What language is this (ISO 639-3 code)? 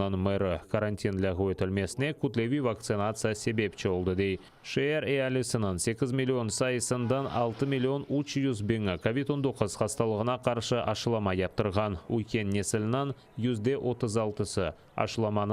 crh